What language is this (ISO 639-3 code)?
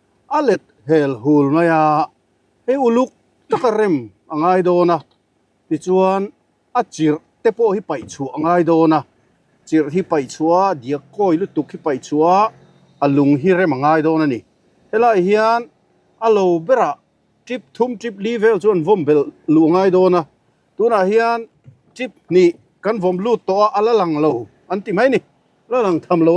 lus